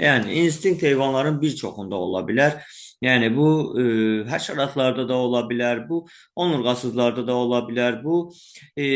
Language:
Azerbaijani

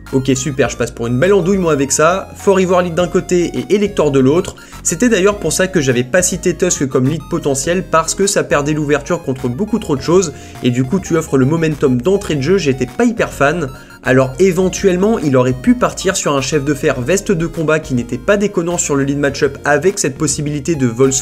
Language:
French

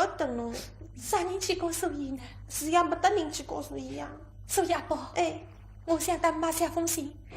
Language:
Wu Chinese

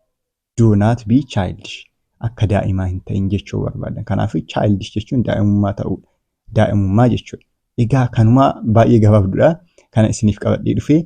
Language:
Oromo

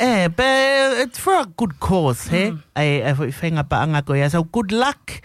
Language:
Tongan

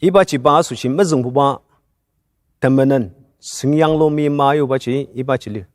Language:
Ao Naga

